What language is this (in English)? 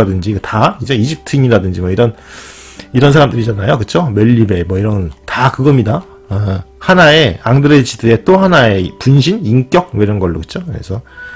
Korean